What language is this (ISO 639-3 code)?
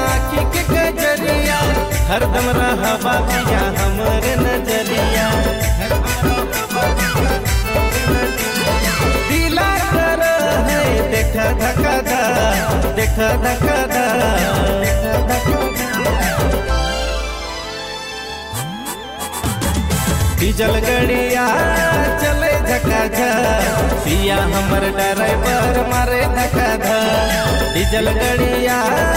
bho